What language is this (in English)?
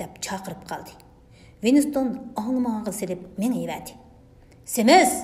Uyghur